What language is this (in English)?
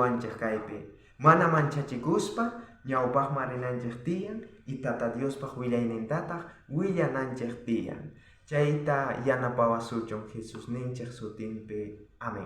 South Bolivian Quechua